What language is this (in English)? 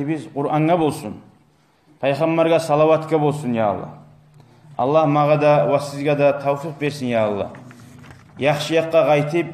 Kumyk